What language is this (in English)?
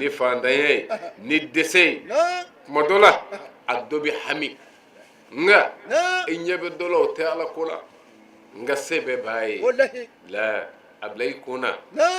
Bambara